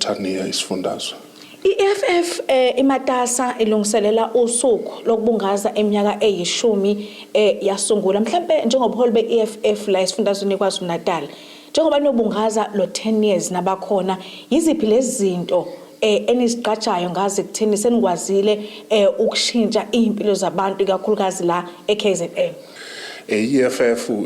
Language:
Zulu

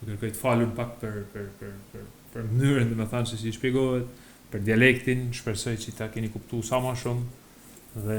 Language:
Albanian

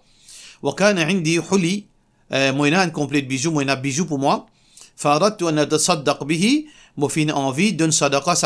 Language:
Morisyen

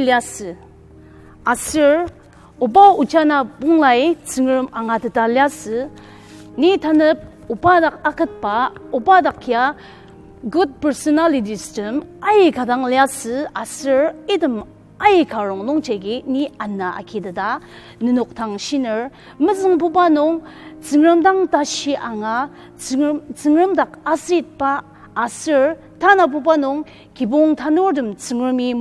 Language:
Ao Naga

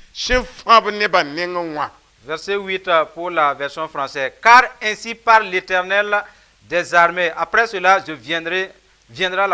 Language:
Mossi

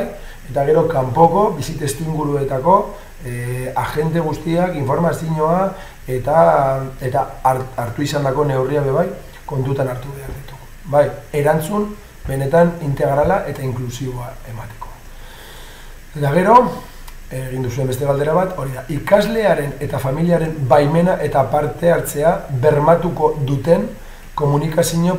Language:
Basque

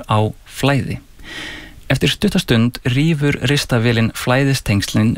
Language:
Icelandic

